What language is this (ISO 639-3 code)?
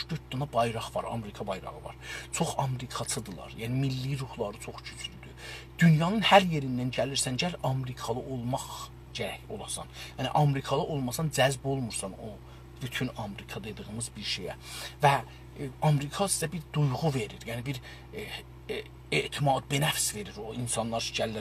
azb